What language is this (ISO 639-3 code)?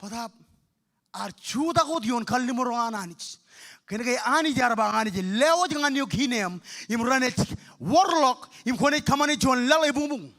mah